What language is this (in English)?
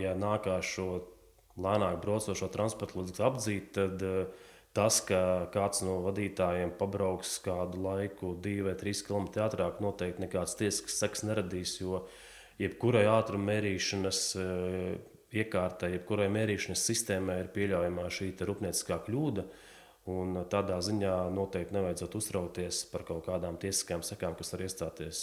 Latvian